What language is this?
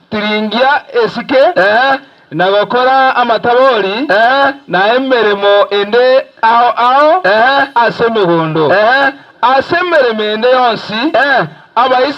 Gusii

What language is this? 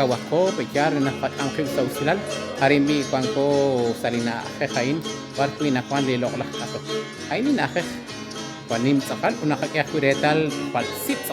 Kekchí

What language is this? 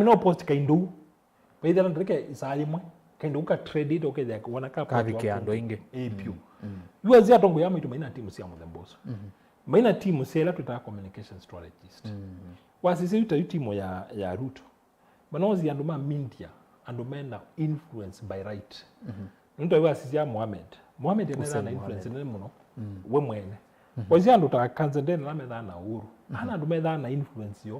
Kamba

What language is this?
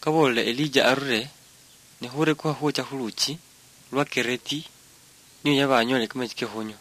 Luyia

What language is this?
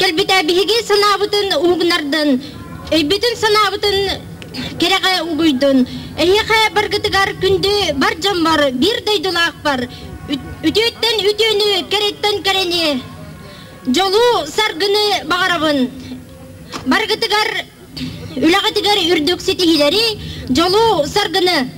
Yakut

